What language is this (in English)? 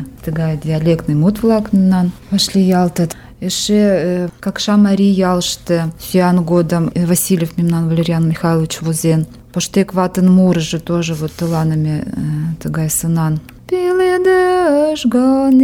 Mari